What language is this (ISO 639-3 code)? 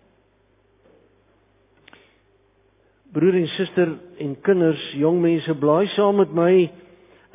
afr